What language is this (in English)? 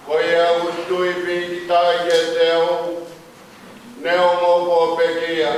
Tongan